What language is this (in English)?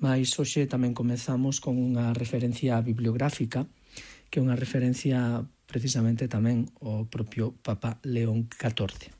Galician